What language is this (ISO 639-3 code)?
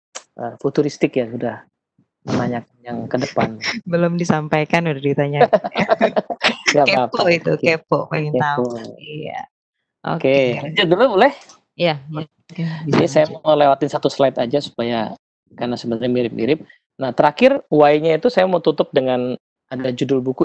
ind